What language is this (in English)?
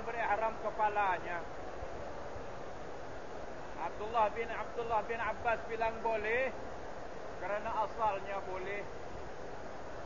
Malay